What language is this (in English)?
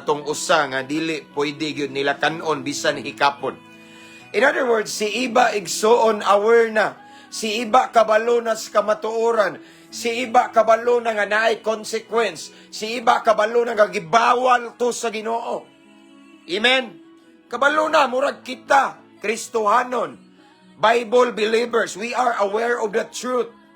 Cebuano